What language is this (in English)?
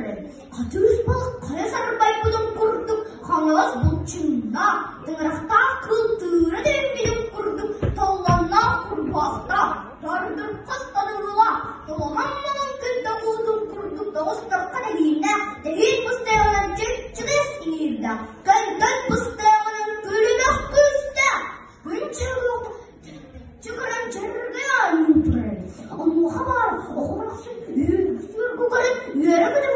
Yakut